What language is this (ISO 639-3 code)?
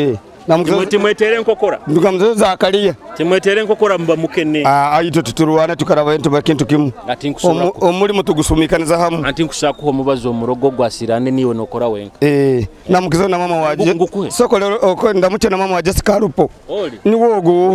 nyo